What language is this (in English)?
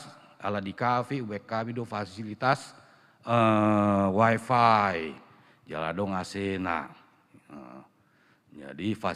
Batak Toba